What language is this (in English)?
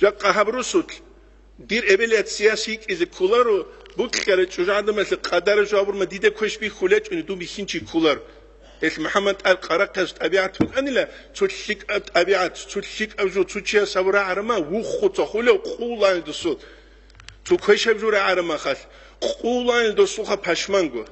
Avaric